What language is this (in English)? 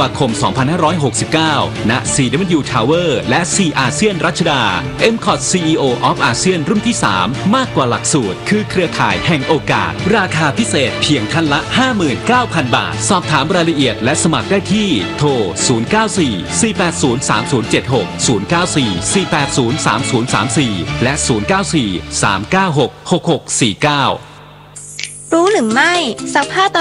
Thai